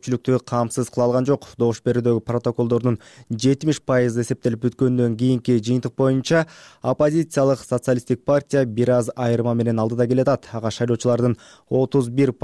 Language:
Kyrgyz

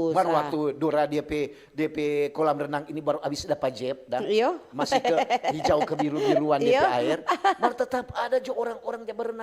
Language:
Manado Malay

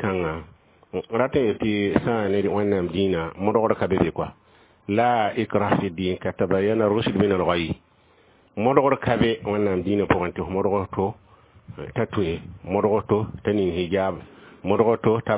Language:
Mossi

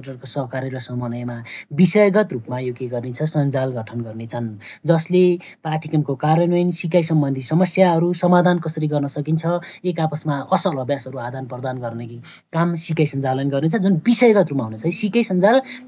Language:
Nepali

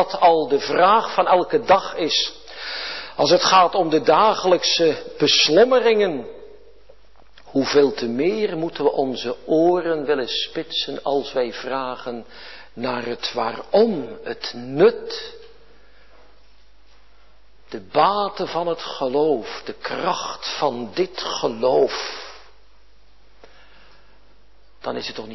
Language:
Dutch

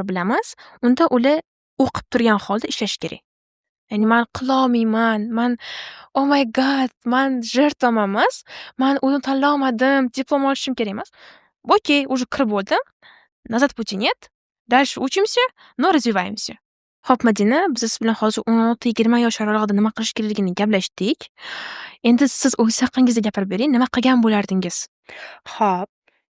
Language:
Uzbek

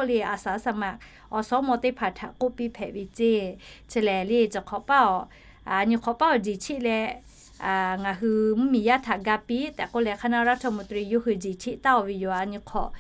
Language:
Lahu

